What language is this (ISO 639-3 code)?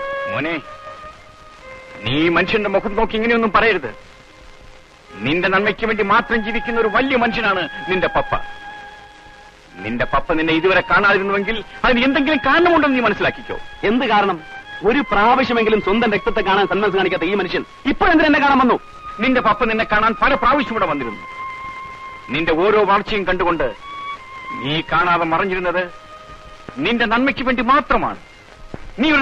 mal